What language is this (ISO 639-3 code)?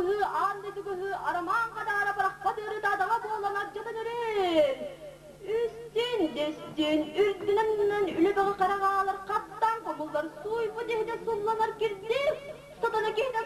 sah